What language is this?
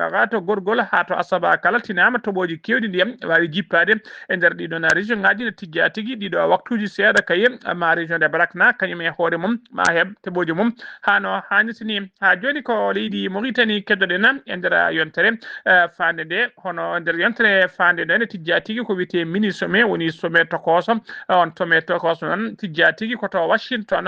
Fula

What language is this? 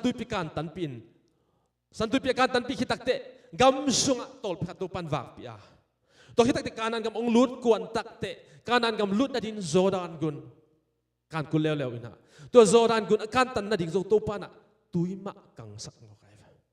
Tedim Chin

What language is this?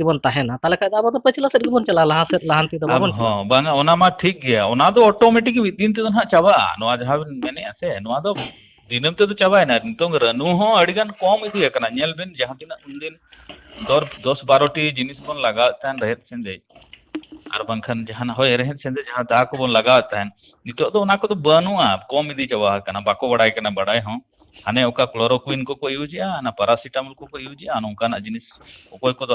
Santali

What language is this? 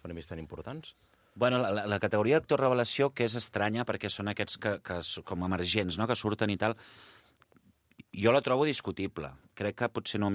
Catalan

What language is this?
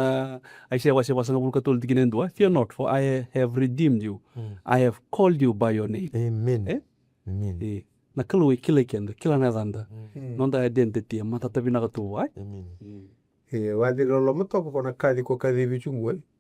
Fijian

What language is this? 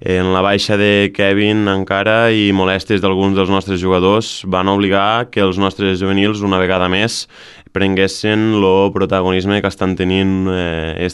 Catalan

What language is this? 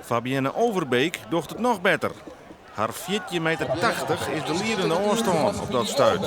Western Frisian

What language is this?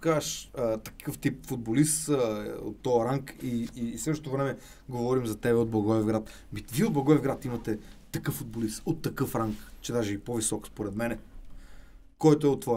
Bulgarian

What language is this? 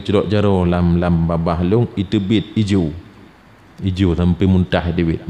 Achinese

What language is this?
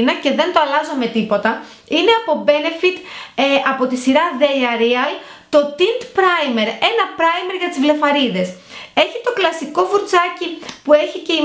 Greek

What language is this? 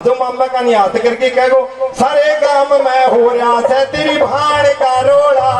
Haryanvi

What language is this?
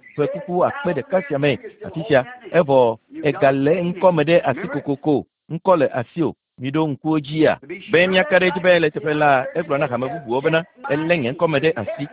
Ewe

